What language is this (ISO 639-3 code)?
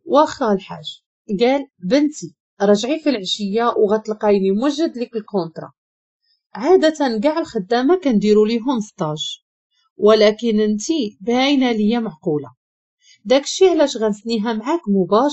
ary